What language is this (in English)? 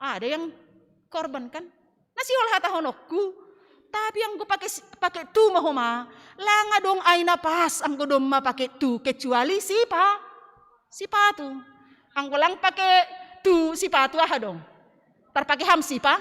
Batak Simalungun